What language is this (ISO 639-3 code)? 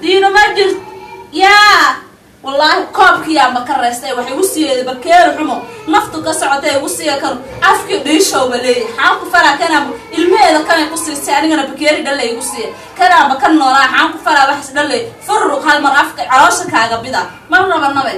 som